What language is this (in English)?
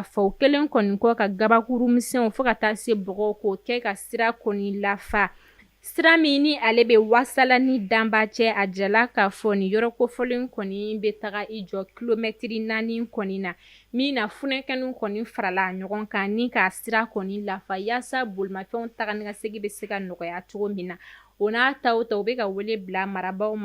Bambara